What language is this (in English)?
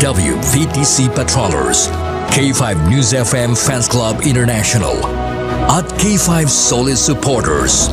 Hiligaynon